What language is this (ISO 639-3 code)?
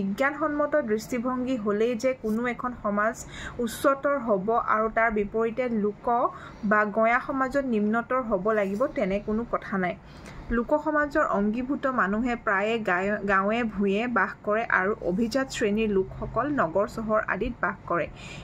asm